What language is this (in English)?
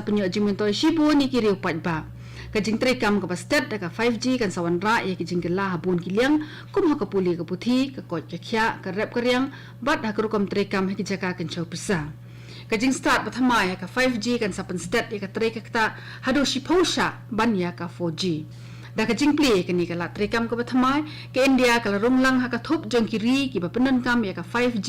Khasi